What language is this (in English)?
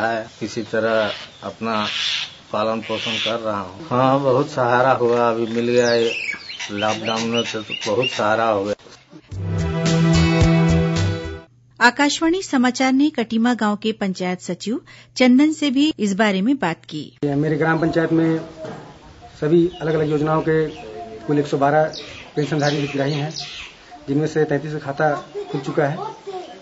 Hindi